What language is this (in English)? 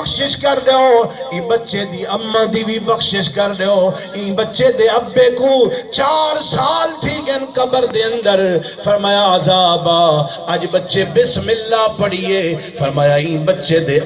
Saraiki